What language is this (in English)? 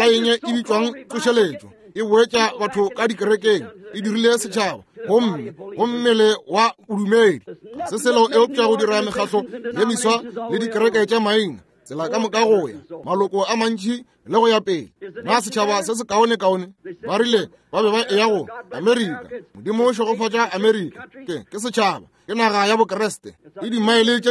Northern Sotho